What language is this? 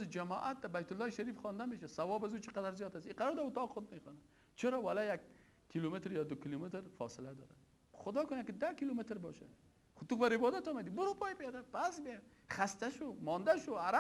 Persian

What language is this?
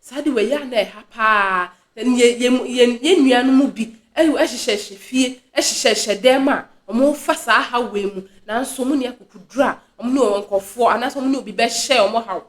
Akan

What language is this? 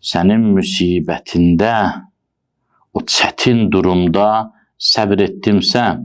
Azerbaijani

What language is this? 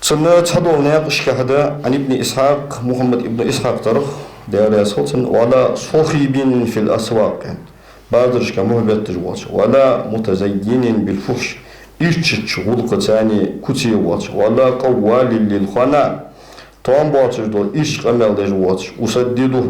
Ingush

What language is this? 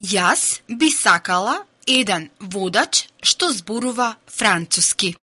Macedonian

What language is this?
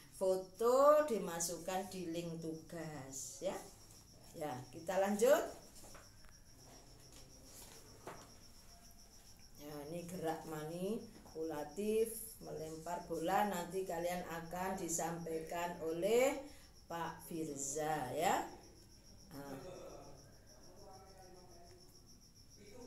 Indonesian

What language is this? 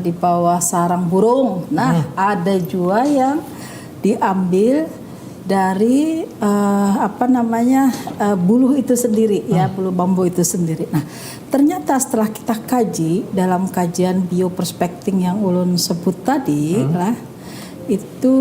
Banjar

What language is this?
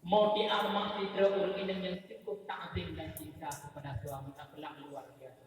Achinese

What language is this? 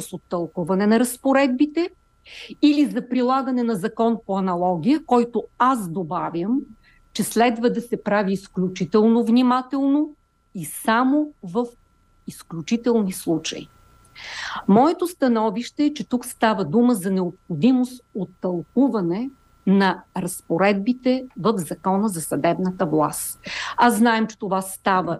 Bulgarian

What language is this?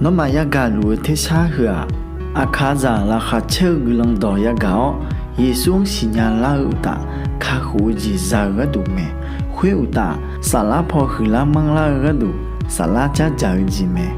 Akha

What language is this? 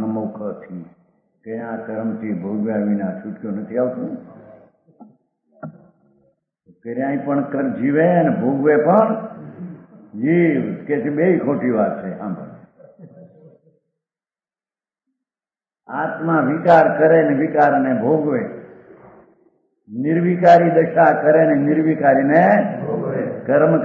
Gujarati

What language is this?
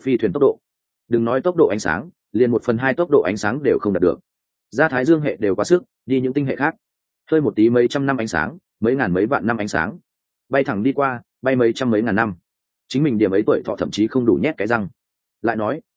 Vietnamese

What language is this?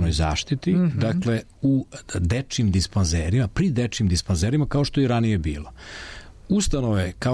Serbian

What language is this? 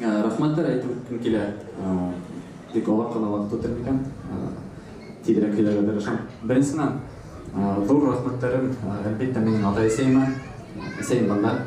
Bashkir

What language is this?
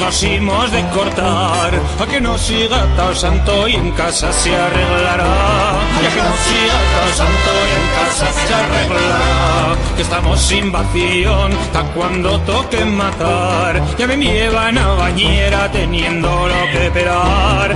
Aragonese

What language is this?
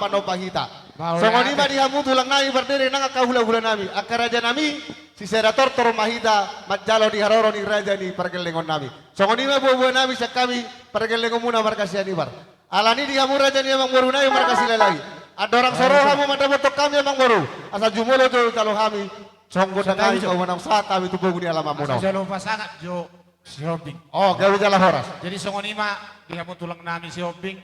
Batak Toba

